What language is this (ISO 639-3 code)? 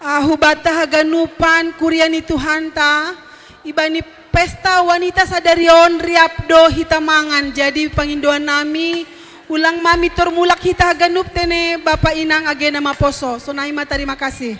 bts